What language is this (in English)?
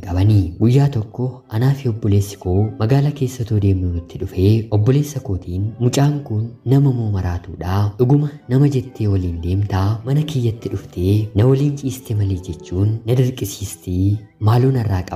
Oromo